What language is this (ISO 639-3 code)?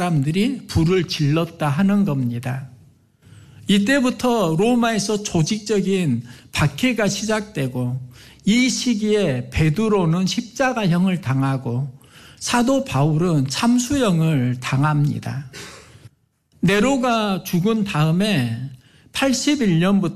kor